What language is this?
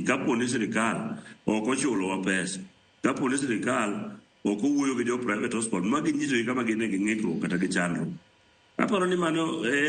Luo (Kenya and Tanzania)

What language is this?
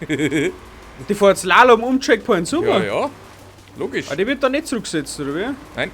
Bavarian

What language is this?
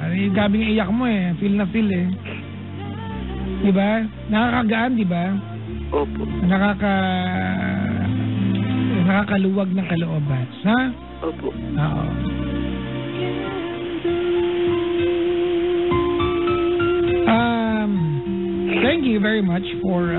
Filipino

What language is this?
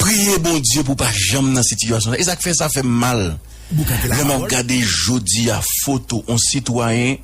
Haitian Creole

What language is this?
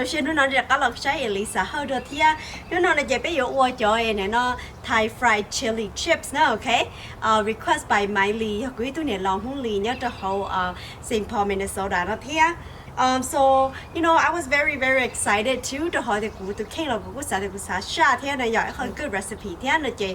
Hmong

